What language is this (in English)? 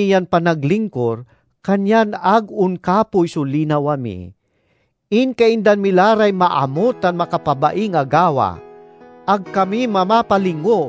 Pangasinan